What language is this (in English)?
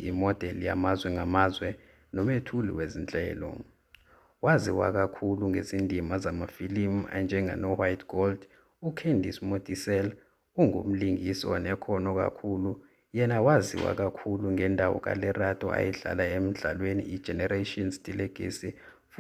Zulu